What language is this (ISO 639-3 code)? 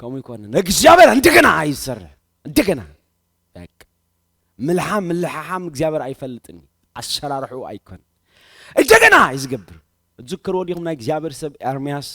tir